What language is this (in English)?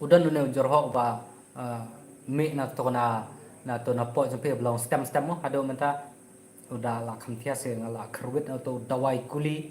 Khasi